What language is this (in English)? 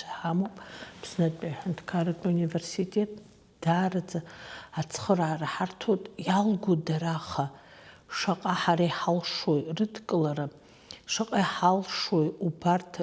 Abkhazian